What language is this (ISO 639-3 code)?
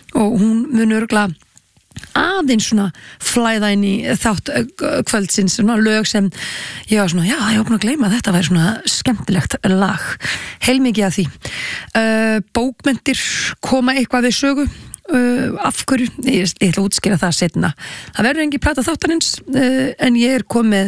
isl